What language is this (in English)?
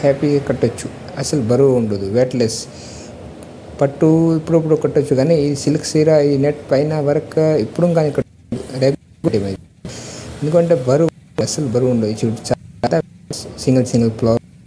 Telugu